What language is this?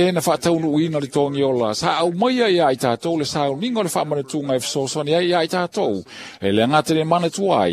Samoan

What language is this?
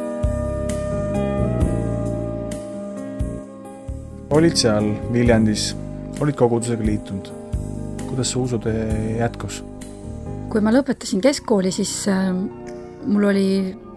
Estonian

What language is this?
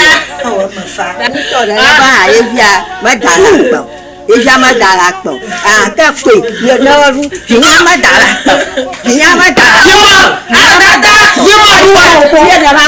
Ewe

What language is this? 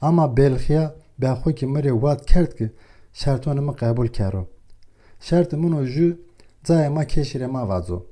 Zaza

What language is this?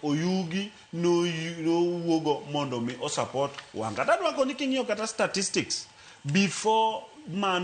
Luo (Kenya and Tanzania)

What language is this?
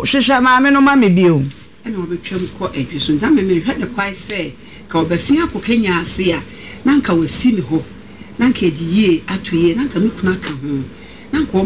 Akan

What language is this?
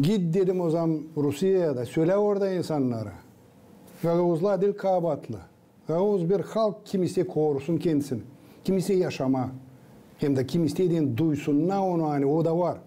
Gagauz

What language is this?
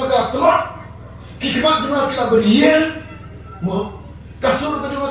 Khasi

